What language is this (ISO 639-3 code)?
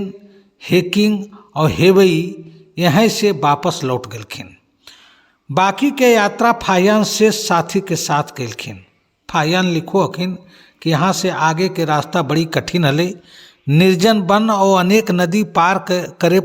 mag